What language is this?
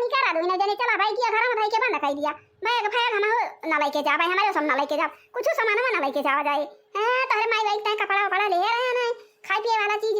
Awadhi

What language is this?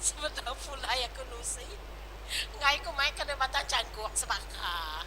Iban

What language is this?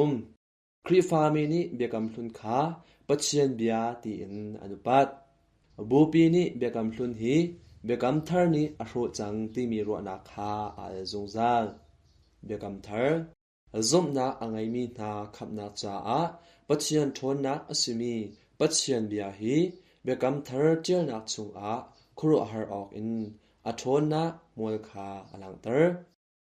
Hakha Chin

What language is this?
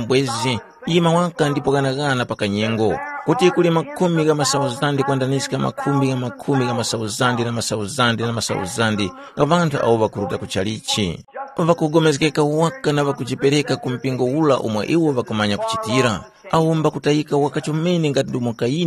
Tumbuka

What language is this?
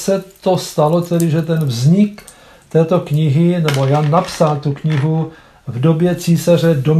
Czech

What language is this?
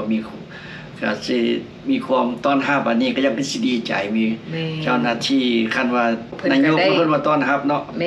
Lao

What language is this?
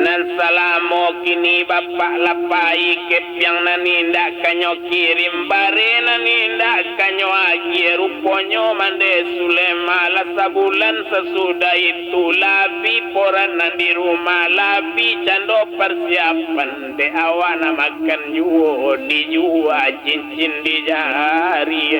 Minangkabau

